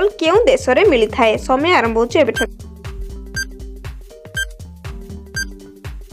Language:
Odia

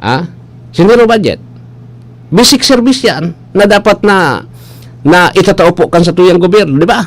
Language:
Bikol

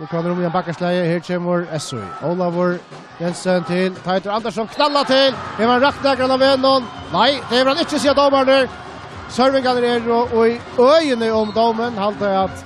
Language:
Faroese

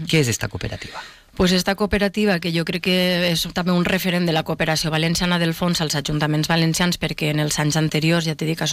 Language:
Catalan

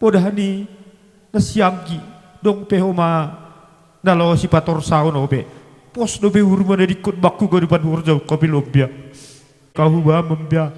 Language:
Batak Simalungun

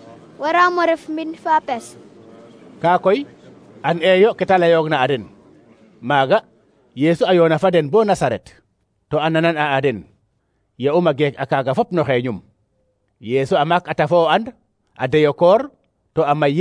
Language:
Serer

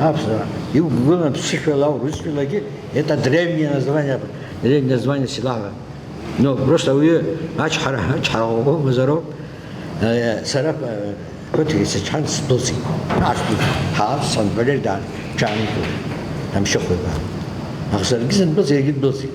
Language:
Abkhazian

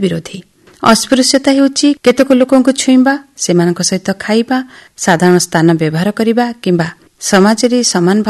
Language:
Odia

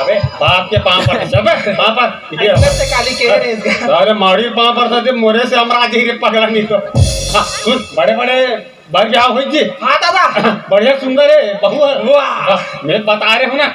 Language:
Chhattisgarhi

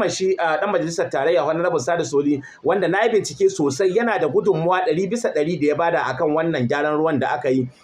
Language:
Hausa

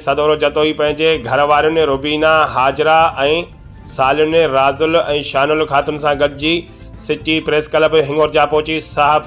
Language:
Sindhi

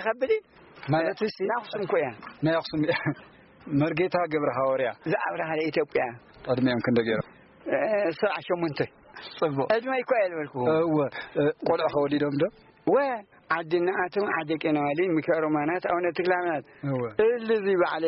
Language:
Tigrinya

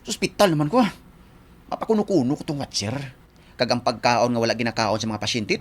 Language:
Hiligaynon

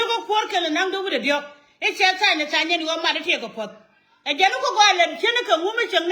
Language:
Nuer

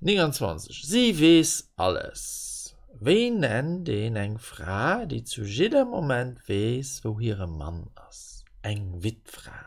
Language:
Luxembourgish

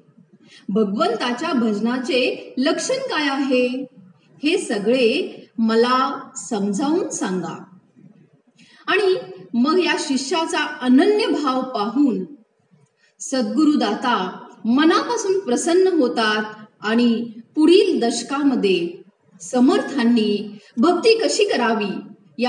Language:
Marathi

